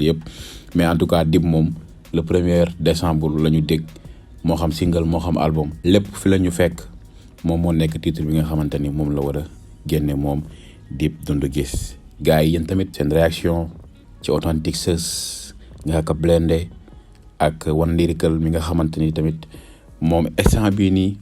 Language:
Wolof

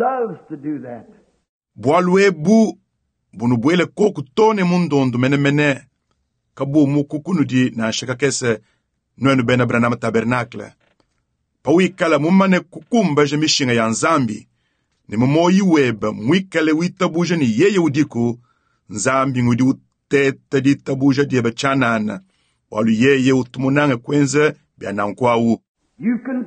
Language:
Luba-Lulua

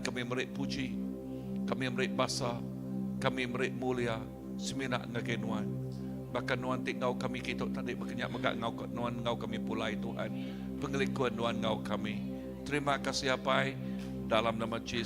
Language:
Iban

